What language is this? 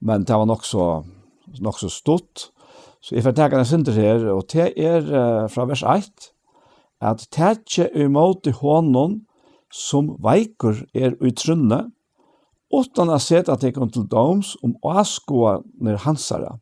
Faroese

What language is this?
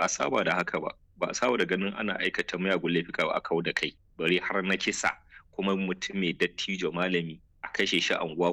Hausa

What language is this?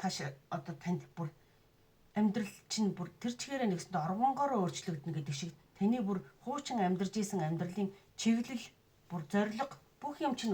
Mongolian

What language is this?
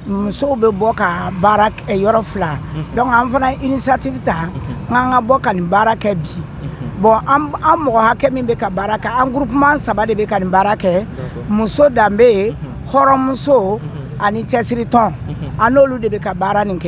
Bambara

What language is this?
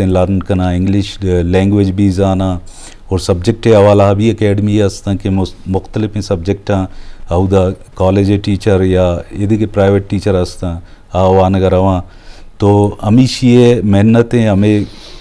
Eastern Balochi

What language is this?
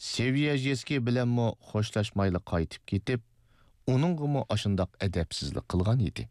Uyghur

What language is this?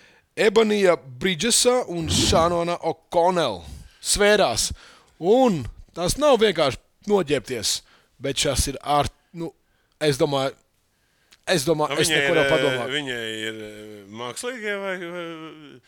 Latvian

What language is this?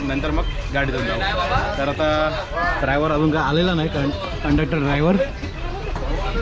Marathi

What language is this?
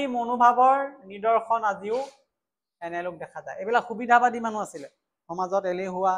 Assamese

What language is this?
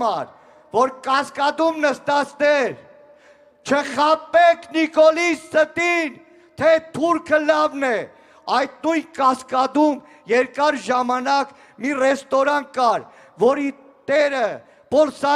Armenian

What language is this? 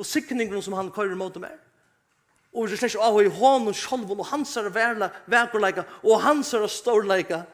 Faroese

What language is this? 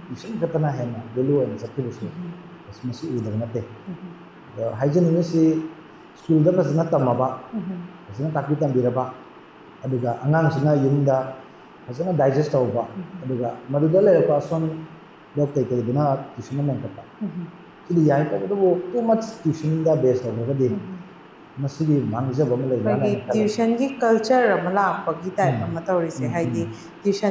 Manipuri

